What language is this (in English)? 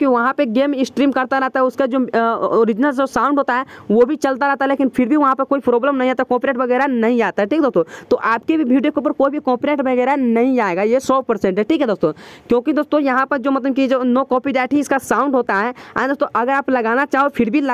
Hindi